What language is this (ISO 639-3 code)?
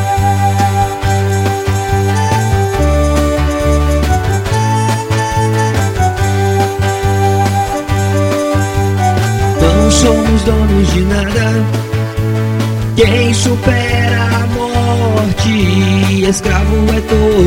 por